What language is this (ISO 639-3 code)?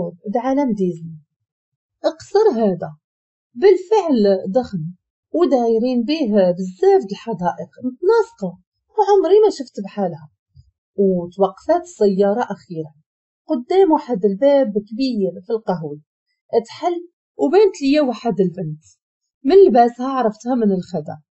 ary